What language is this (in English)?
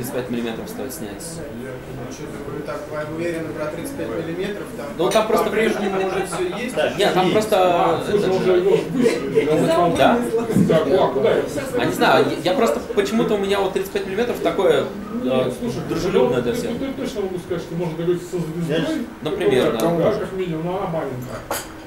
Russian